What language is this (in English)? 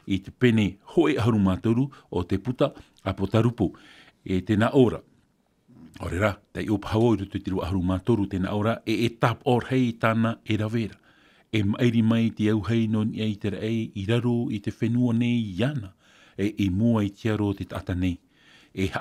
Tahitian